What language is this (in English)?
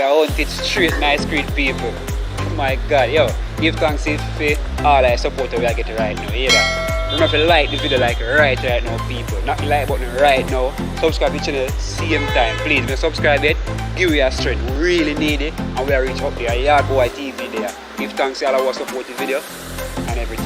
Jamaican Creole English